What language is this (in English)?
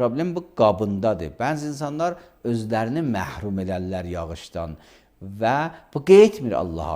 Azerbaijani